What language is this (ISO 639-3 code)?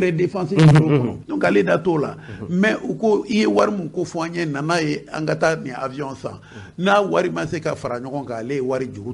bam